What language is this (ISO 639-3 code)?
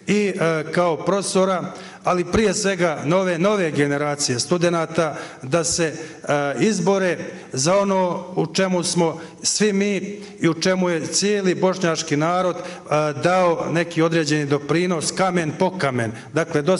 bos